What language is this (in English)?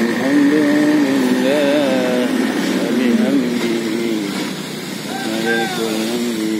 Achinese